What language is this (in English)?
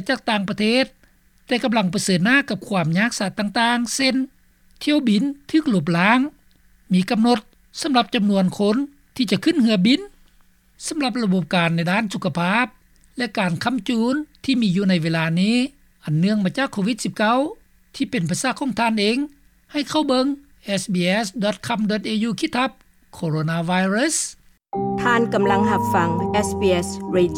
Lao